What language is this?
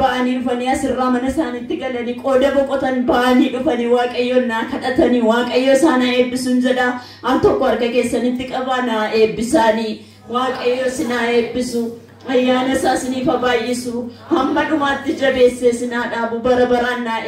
Oromo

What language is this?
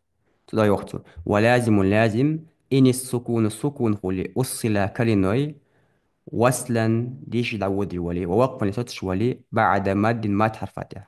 Ingush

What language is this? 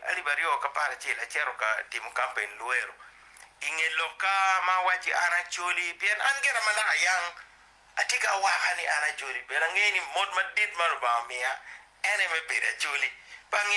Acoli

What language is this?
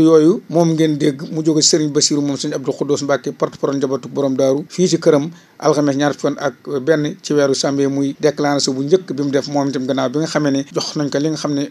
Wolof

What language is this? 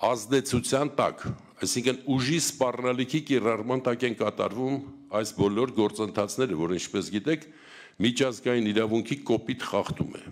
Armenian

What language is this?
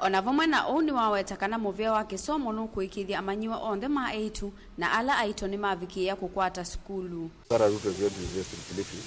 Kamba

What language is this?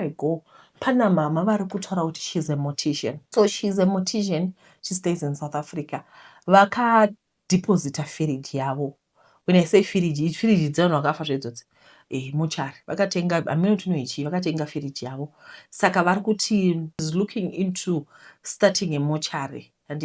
Shona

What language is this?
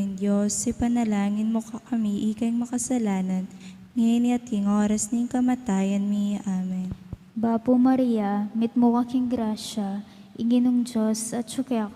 Pampanga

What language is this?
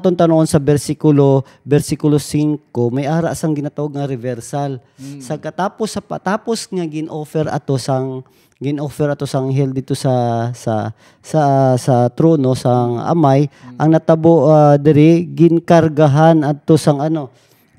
Hiligaynon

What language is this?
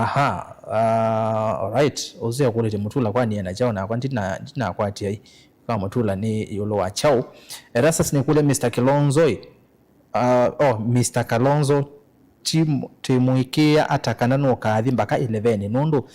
Kamba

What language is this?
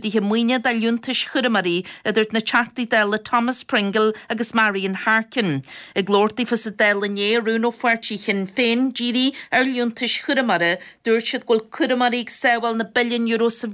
Irish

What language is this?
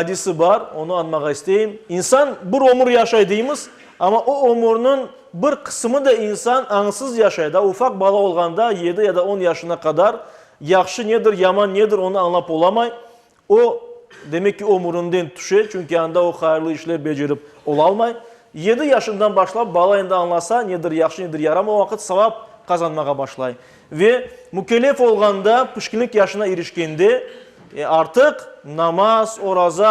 Crimean Tatar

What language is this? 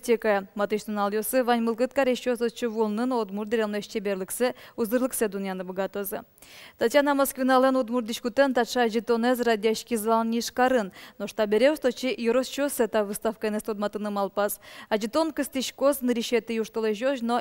Udmurt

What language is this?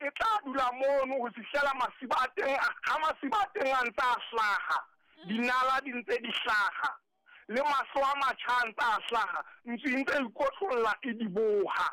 Southern Sotho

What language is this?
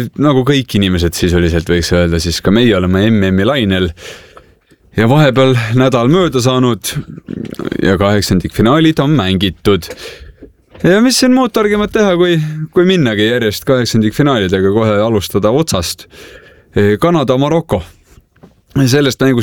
Estonian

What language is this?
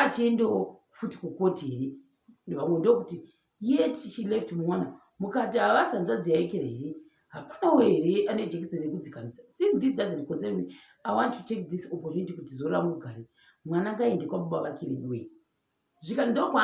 Shona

